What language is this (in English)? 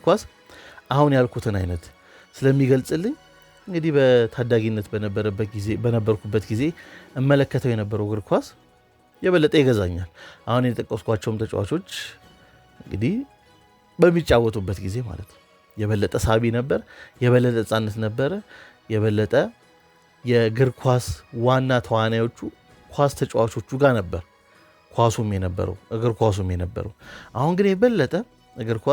Amharic